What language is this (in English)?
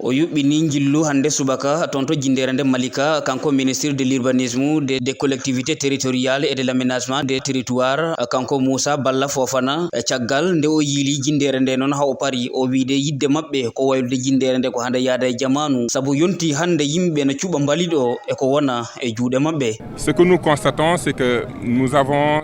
Fula